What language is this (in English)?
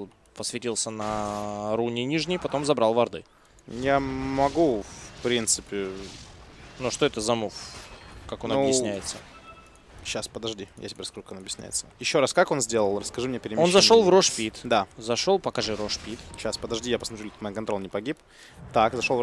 Russian